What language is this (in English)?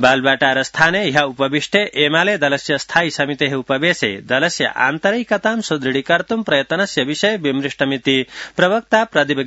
Sanskrit